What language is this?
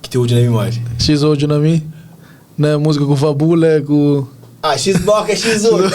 Kabuverdianu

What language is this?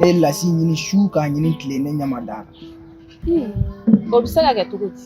Bambara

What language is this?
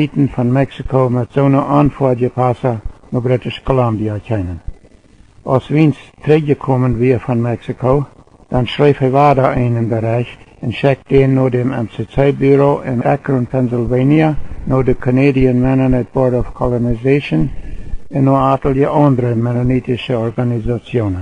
Plautdietsch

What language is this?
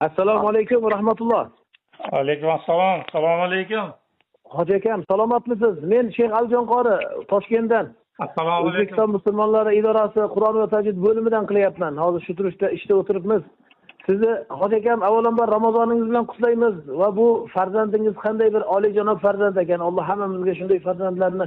Uzbek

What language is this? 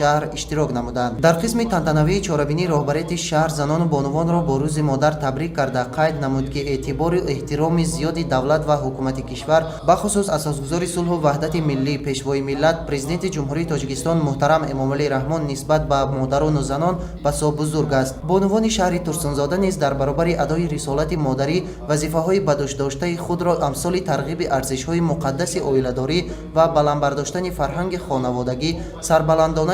Tajik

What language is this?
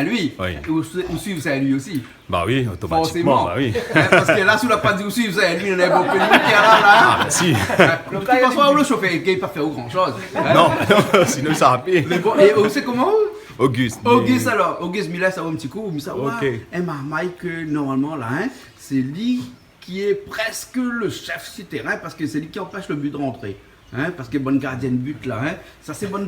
Réunion Creole French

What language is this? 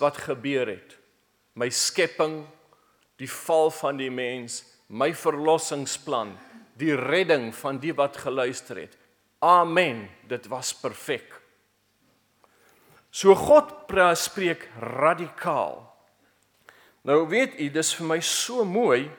Afrikaans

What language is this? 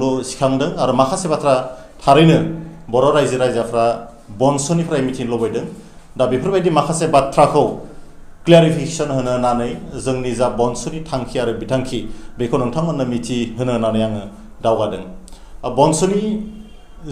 Bodo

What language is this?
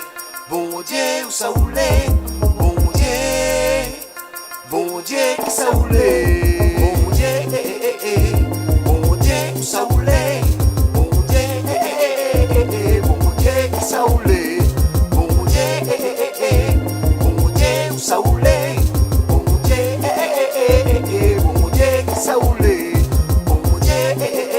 Réunion Creole French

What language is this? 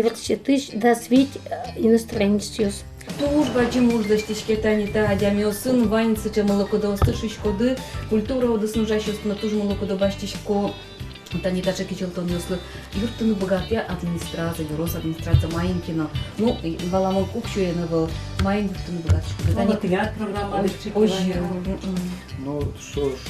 Udmurt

